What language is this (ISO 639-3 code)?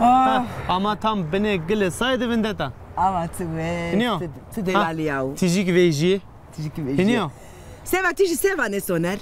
zza